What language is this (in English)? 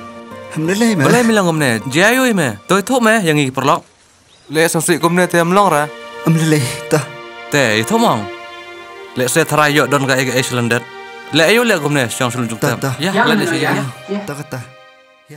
Khasi